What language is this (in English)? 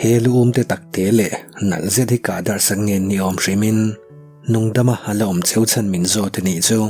Mizo